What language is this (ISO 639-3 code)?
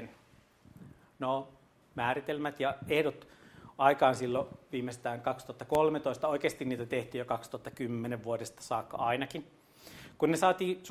fin